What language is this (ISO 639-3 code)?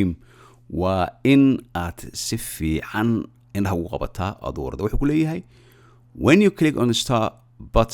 som